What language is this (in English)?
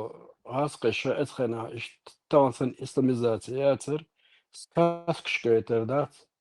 Chechen